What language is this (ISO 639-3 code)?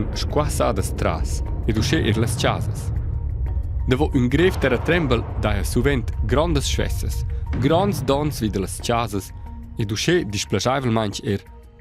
roh